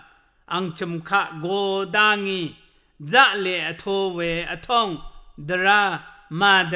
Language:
Rawang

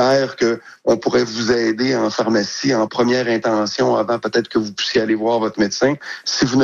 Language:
French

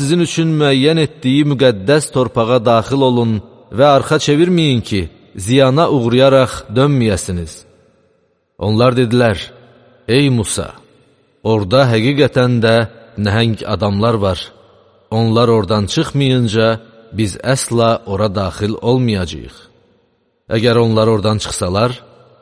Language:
Azerbaijani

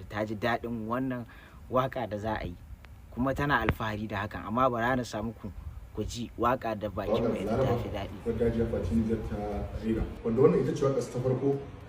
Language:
Hausa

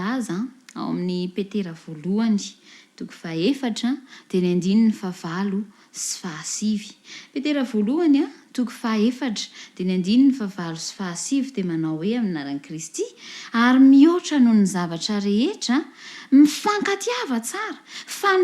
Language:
Malagasy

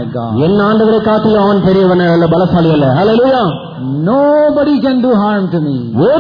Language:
Tamil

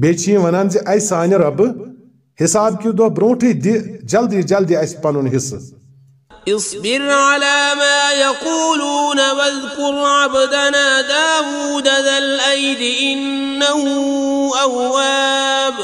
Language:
Kashmiri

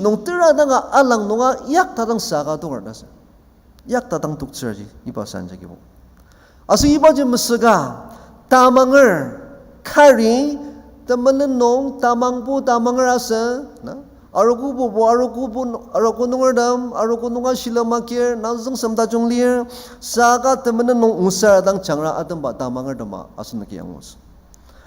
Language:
Ao Naga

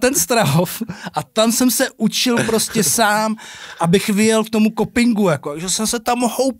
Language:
Czech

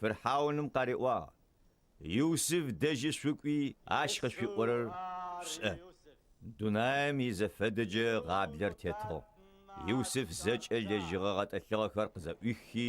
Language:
Adyghe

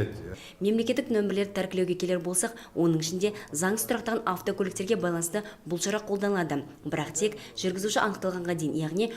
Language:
Kazakh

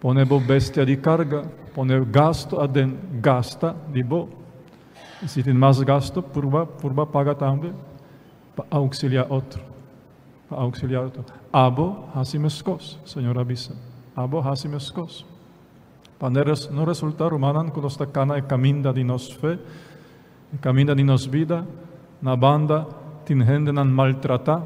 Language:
Papiamento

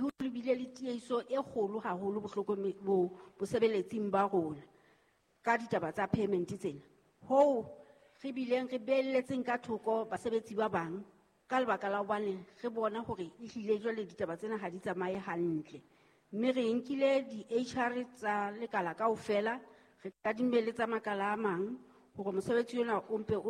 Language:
Southern Sotho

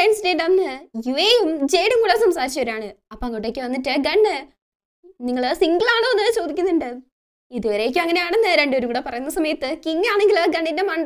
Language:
Malayalam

